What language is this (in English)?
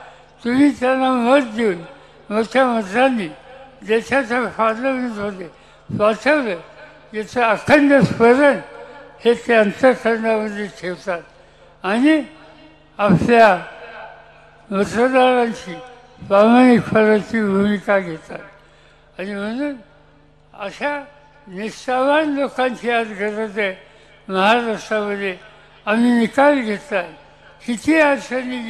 Marathi